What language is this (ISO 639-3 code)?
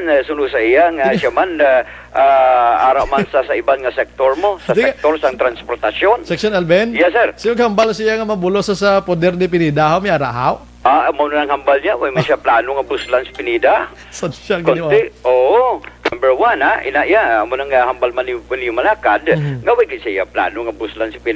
hil